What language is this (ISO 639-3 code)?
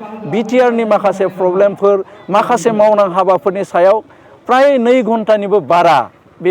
brx